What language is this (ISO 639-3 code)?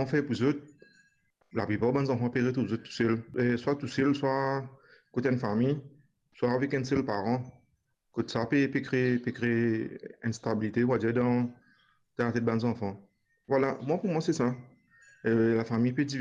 mfe